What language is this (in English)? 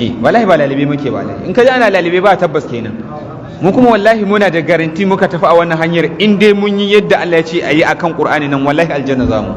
Hausa